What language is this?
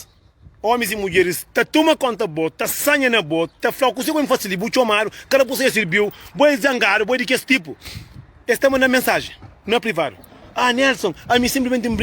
Kabuverdianu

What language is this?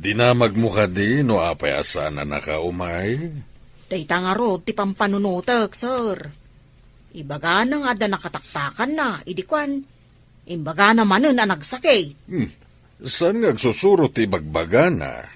Iloko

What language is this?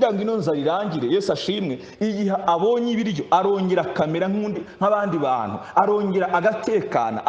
Kinyarwanda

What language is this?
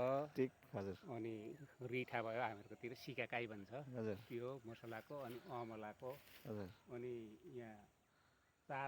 Nepali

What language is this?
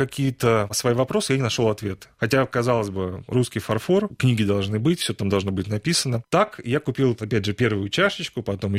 Russian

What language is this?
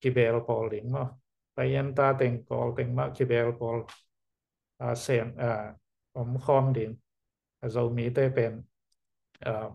Tedim Chin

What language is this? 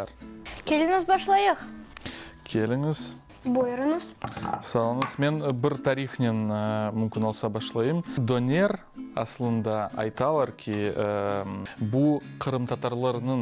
Crimean Tatar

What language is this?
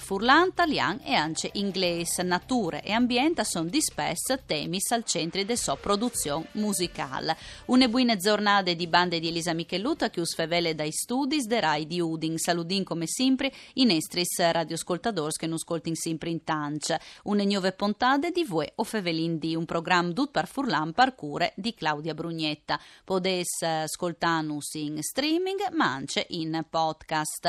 Friulian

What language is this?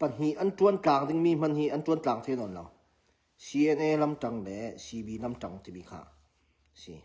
Hakha Chin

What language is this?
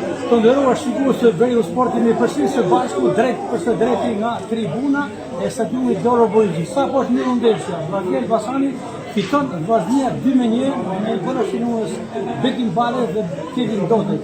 Albanian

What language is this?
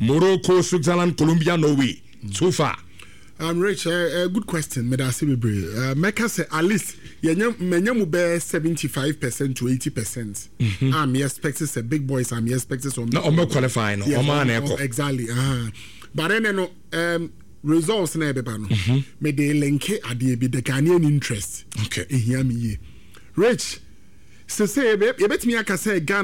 Akan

